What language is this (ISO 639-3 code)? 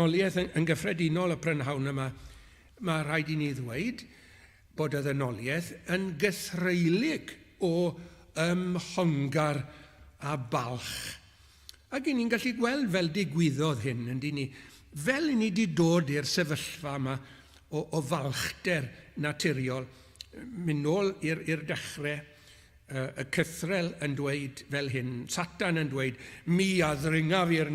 cym